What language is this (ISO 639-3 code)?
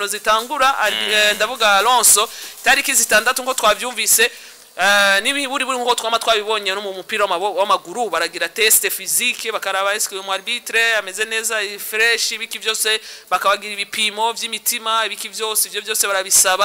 run